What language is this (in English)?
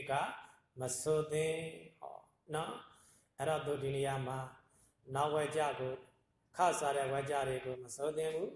Burmese